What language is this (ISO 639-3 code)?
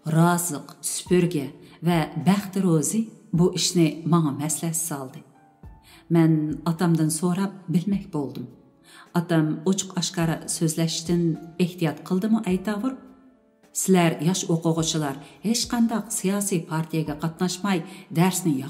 uig